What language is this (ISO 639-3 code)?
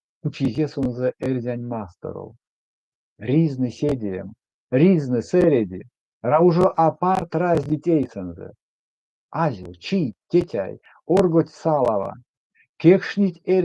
myv